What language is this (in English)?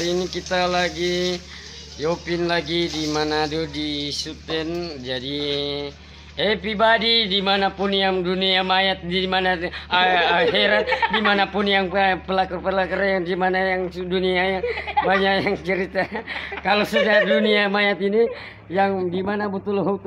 Manado Malay